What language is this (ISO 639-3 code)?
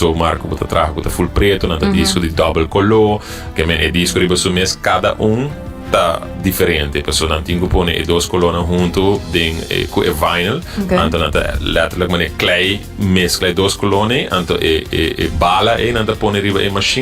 pap